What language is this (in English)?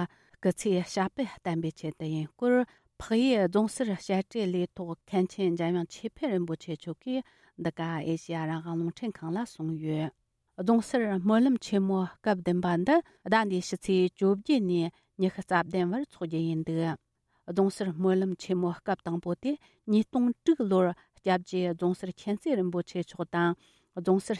Tibetan